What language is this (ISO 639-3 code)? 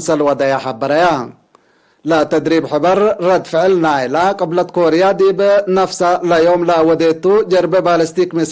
tig